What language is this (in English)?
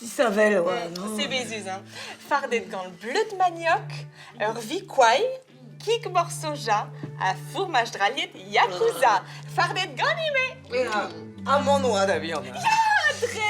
Breton